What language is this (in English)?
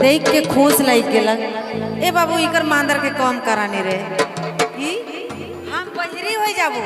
Sadri